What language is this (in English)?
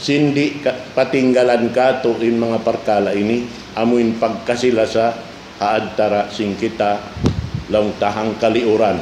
Tausug